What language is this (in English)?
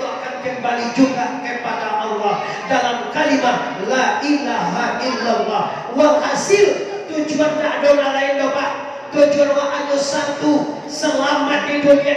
Minangkabau